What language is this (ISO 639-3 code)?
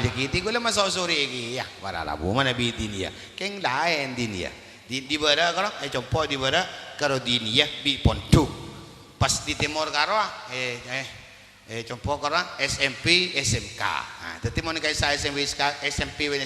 mad